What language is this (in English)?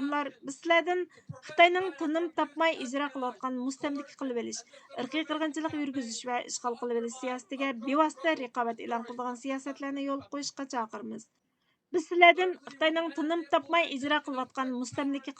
Uyghur